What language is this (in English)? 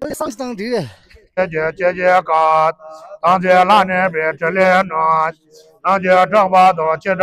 Tibetan